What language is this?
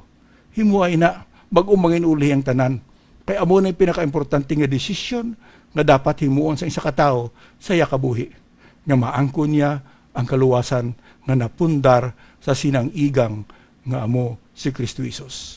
Hiligaynon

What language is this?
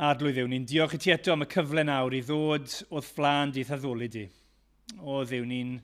Welsh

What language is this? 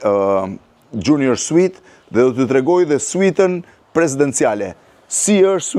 Albanian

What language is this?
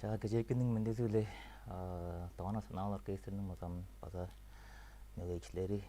Tuvinian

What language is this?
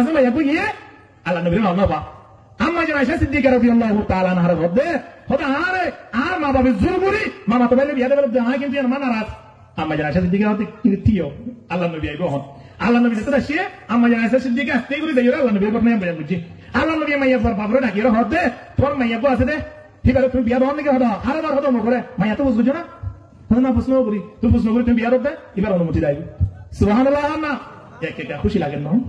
Rohingya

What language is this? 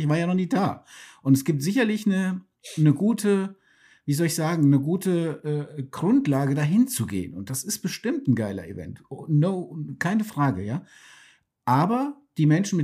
German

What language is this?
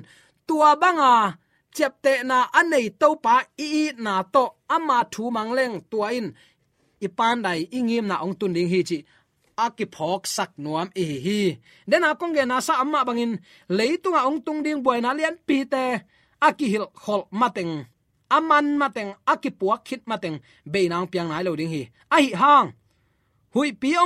Tedim Chin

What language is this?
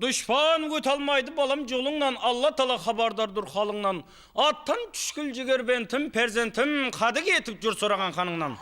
Kara-Kalpak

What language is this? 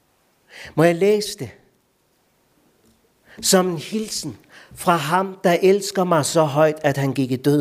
Danish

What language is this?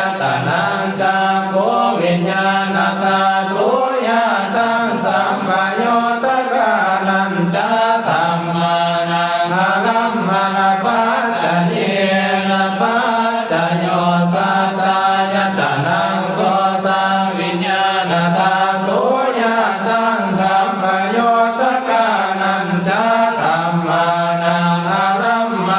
Pali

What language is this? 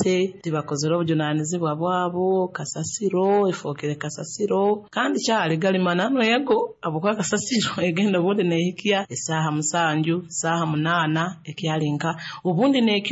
Nyoro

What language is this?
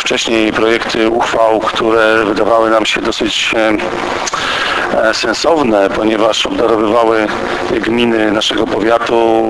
Polish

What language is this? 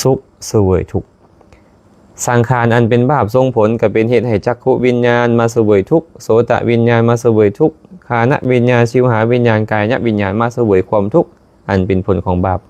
Lao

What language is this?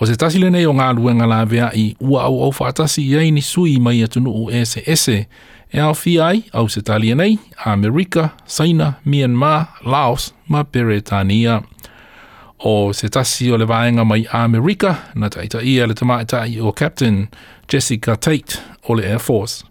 Samoan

